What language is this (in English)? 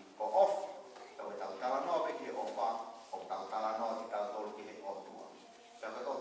Tongan